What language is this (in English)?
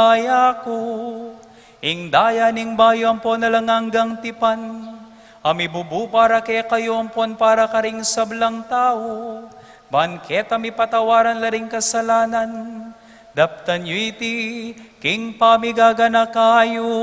Pampanga